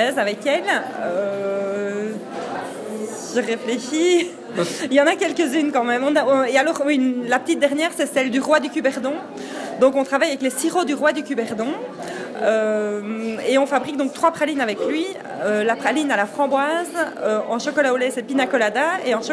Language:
French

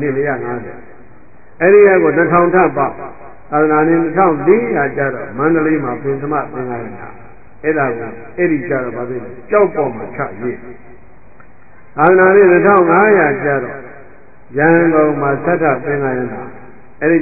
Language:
Burmese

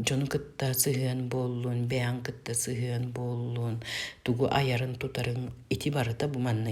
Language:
Yakut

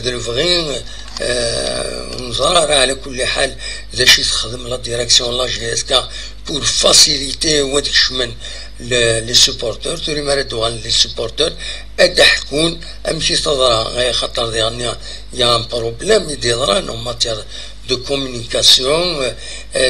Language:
Kabyle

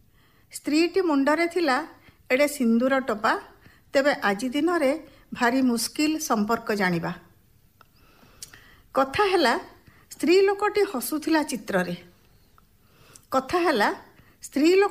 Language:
Odia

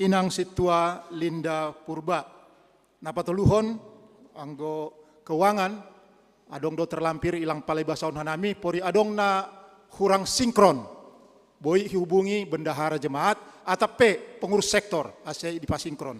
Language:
Batak Simalungun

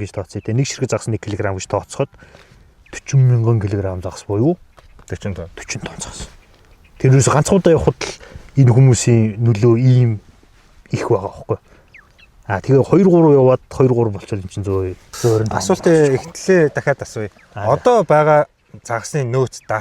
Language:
Mongolian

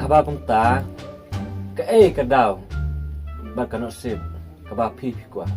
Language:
Khasi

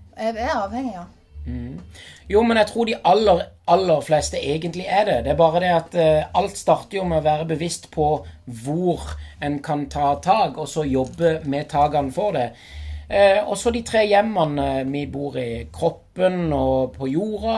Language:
Norwegian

